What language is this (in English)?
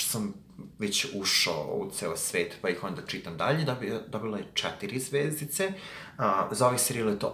Serbian